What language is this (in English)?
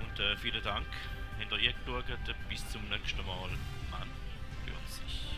Swiss German